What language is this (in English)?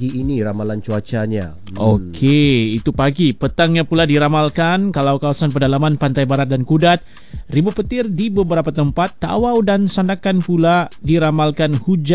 Malay